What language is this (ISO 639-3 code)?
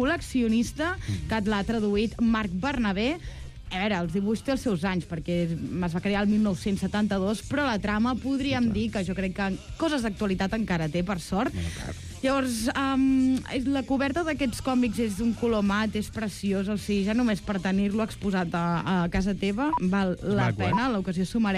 cat